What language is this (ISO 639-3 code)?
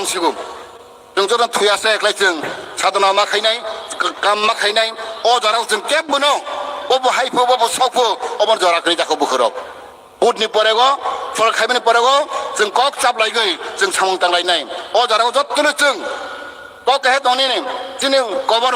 trp